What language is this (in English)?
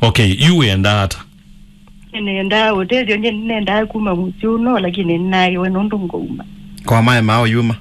Kamba